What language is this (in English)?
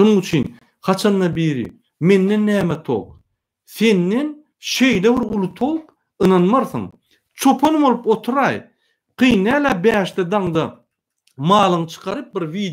Turkmen